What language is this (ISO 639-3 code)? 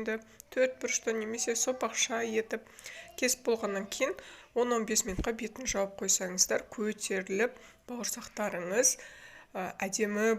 kaz